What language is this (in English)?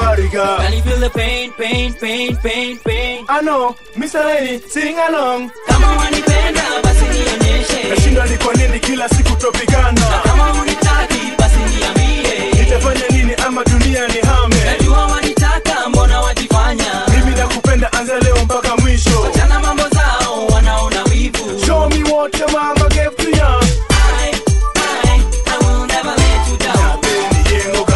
Swahili